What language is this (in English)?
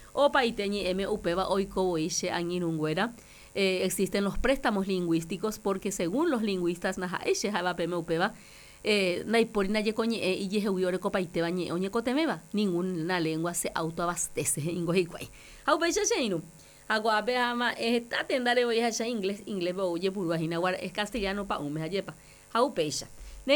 Guarani